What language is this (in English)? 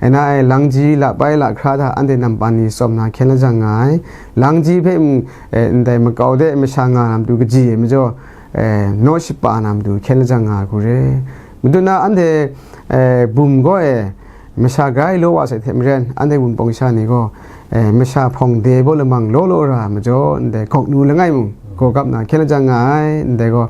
Kachin